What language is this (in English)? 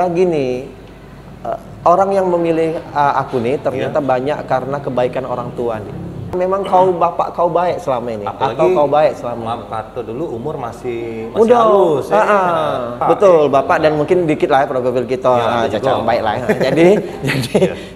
Musi